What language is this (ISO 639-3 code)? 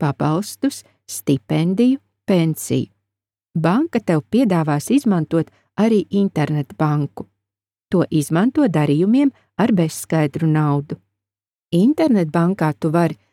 lav